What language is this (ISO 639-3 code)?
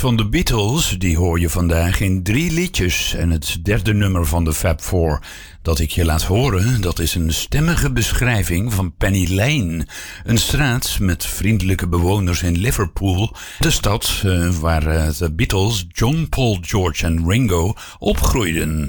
nld